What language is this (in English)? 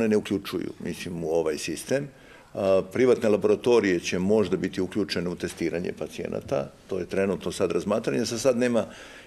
Serbian